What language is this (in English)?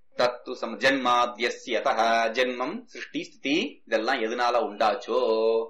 Tamil